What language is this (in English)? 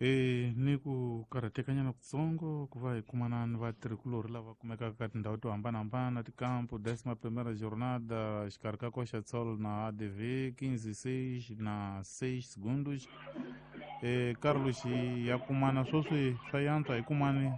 Tsonga